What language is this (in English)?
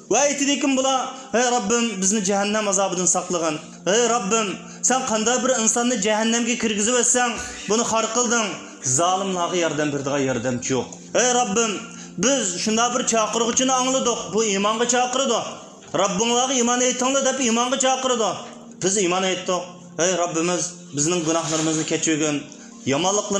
Uyghur